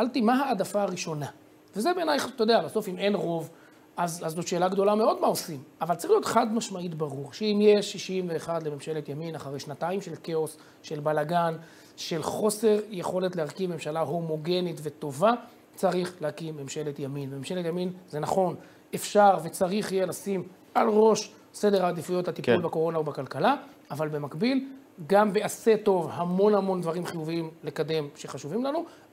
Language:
Hebrew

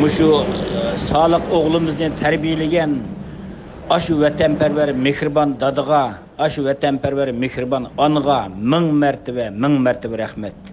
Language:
Uyghur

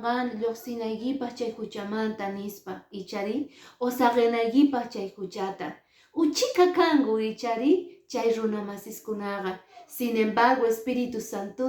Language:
Quechua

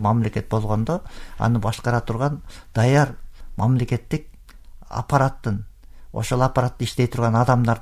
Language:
Kyrgyz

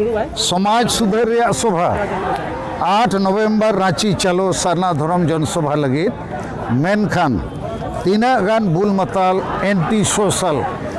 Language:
Santali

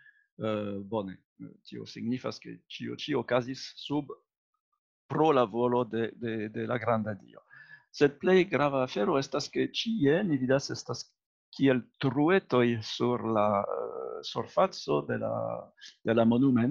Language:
Esperanto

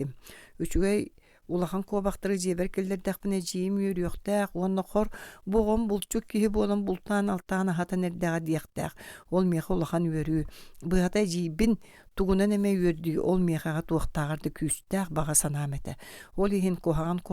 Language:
Yakut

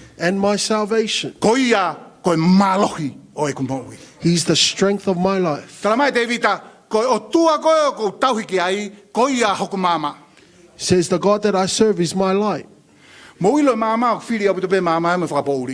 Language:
Tongan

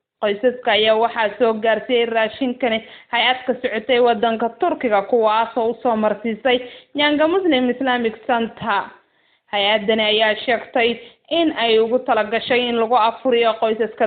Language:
Somali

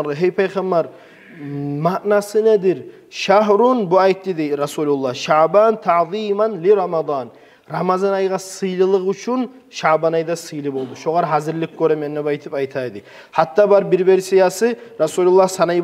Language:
Kumyk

